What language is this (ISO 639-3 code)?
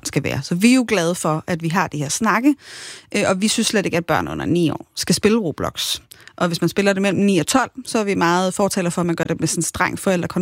dan